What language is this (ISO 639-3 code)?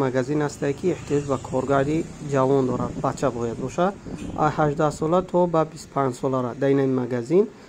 tgk